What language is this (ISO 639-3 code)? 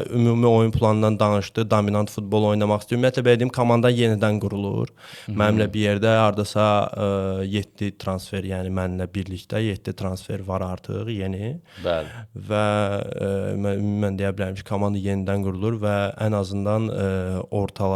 aze